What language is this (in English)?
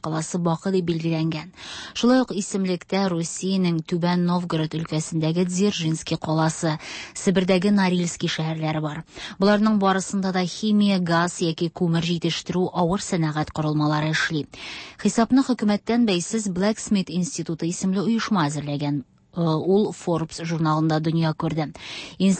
Tatar